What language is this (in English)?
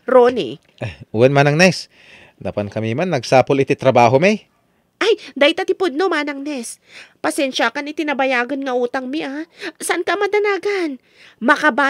Iloko